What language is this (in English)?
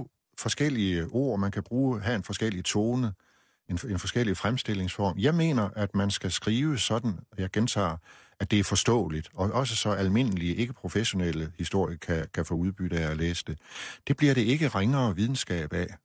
Danish